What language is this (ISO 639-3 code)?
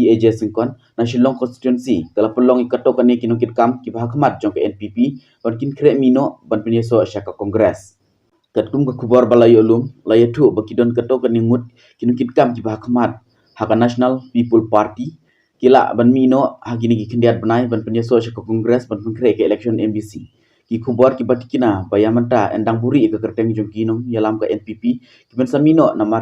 kha